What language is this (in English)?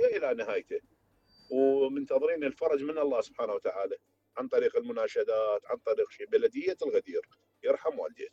Mesopotamian Arabic